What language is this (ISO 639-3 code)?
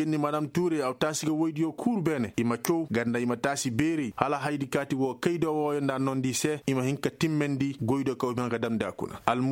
ses